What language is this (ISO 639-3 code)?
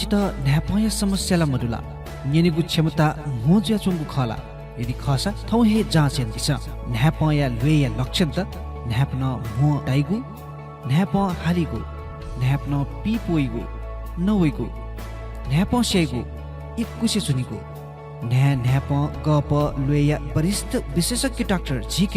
new